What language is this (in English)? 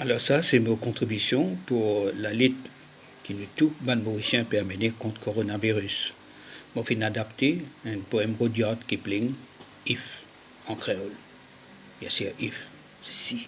Morisyen